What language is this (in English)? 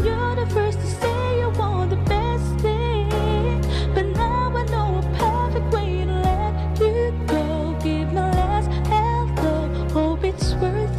English